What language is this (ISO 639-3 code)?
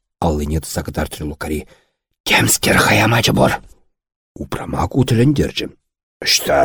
chv